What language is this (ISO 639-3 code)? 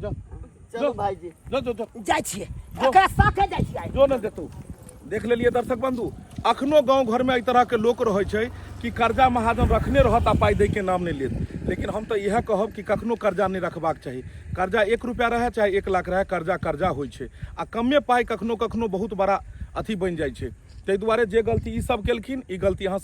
mai